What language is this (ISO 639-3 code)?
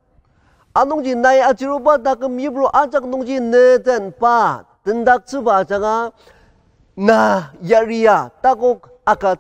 njo